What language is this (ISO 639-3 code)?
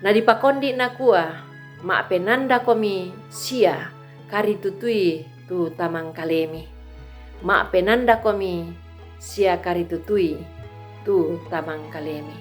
sda